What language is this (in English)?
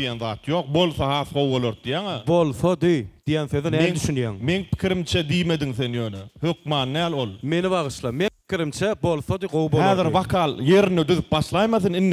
Turkmen